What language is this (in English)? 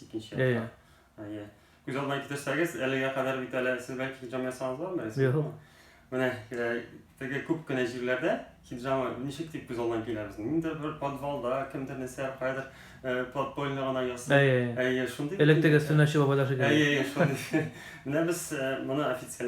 Tatar